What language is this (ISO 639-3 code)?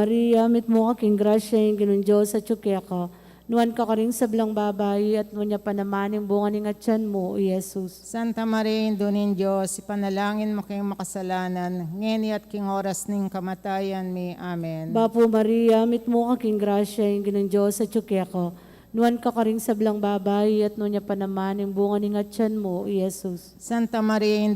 pam